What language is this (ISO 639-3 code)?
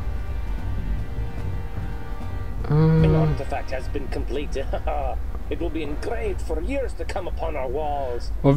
deu